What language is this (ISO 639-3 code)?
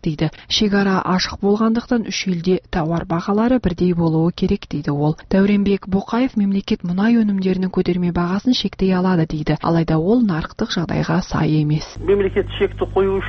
kaz